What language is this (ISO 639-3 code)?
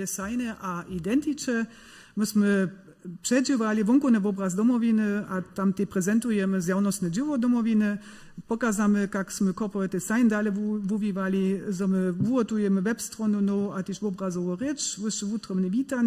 hsb